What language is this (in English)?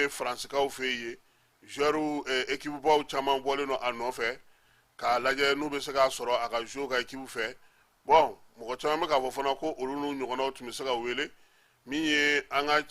Bambara